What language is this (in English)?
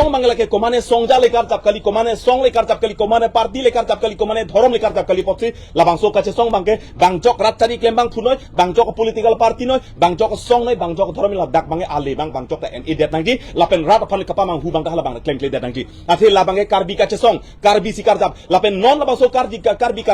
Karbi